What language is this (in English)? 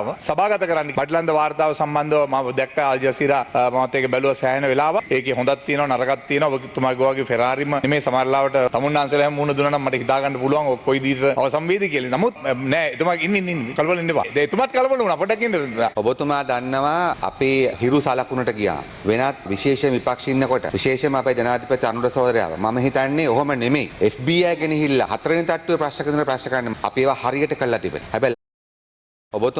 Sinhala